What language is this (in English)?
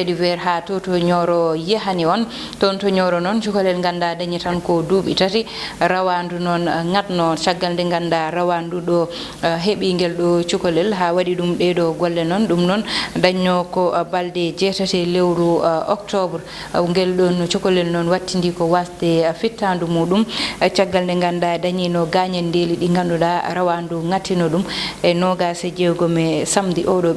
Fula